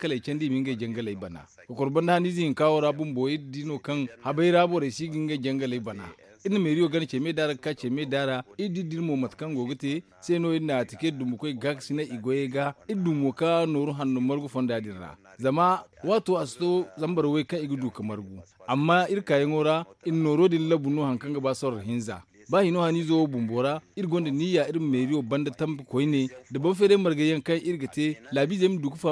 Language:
Zarma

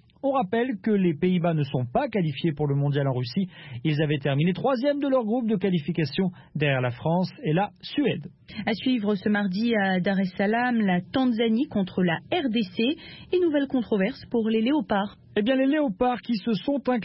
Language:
French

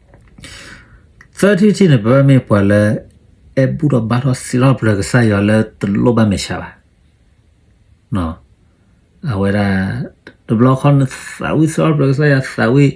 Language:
S'gaw Karen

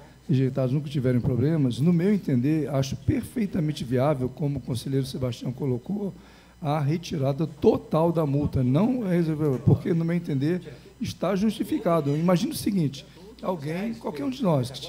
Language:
Portuguese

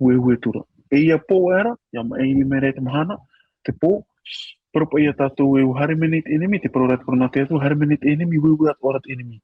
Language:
Tahitian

